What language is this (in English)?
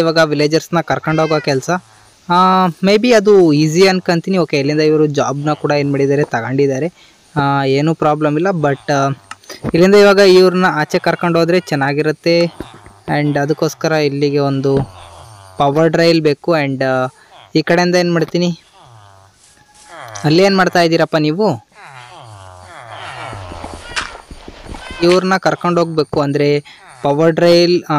Kannada